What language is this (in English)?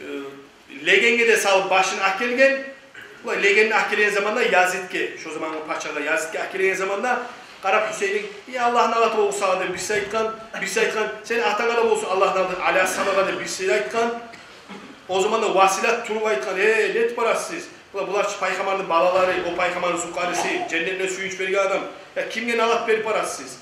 Kumyk